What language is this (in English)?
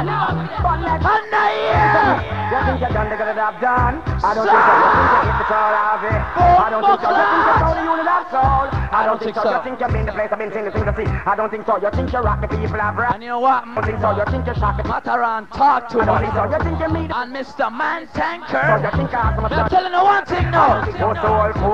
Jamaican Creole English